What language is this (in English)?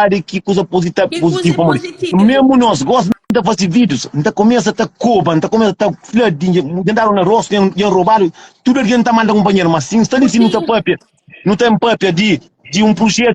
Kabuverdianu